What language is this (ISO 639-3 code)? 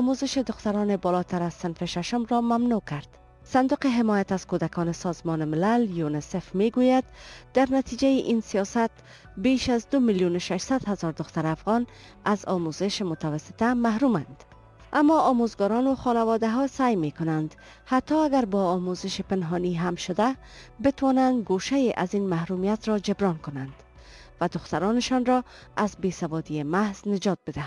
fas